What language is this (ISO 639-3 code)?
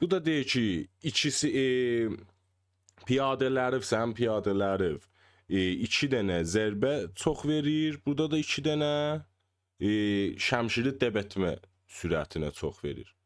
azb